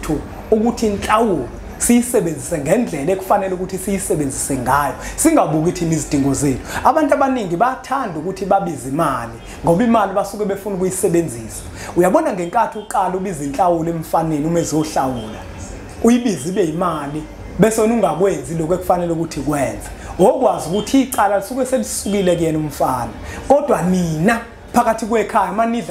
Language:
Zulu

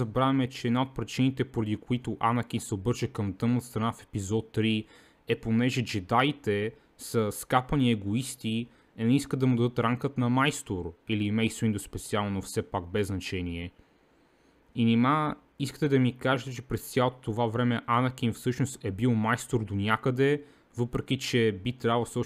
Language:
Bulgarian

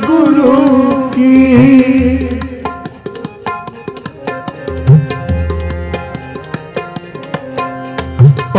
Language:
Punjabi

